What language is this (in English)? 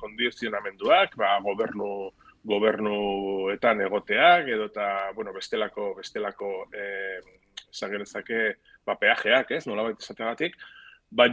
Basque